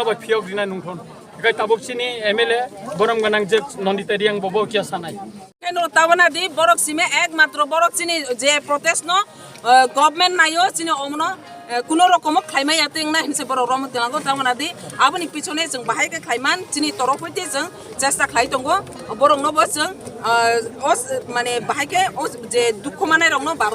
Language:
Kok Borok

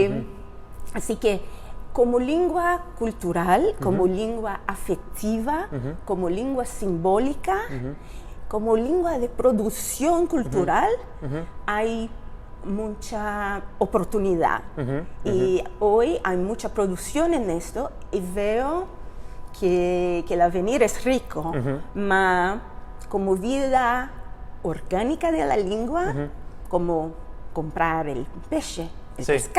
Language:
Ladino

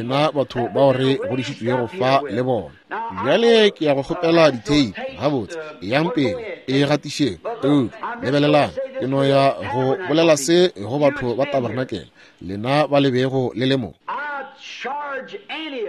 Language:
Northern Sotho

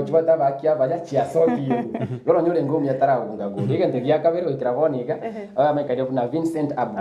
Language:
Gusii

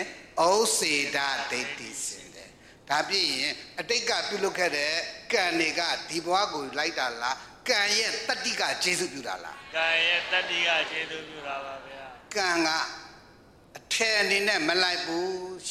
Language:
Burmese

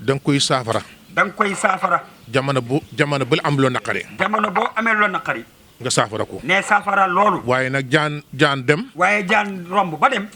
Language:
Wolof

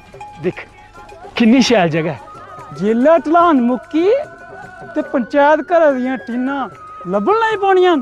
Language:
Dogri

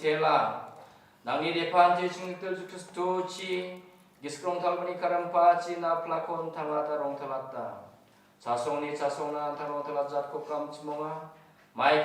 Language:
Garo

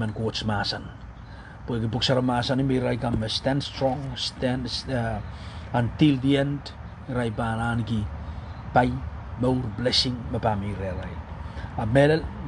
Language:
Pohnpeian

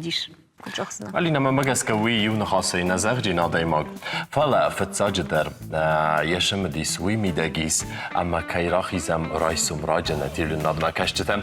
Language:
Ossetic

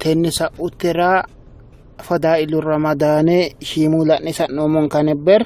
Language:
Sidamo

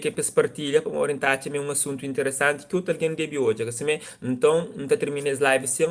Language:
Kabuverdianu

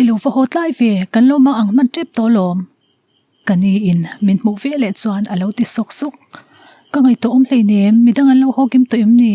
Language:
Mizo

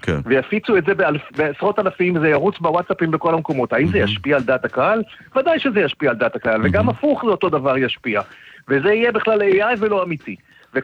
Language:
Hebrew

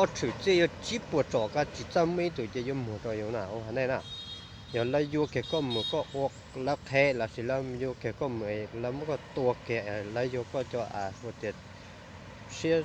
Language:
Hmong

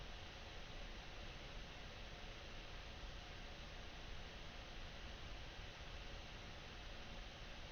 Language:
Danish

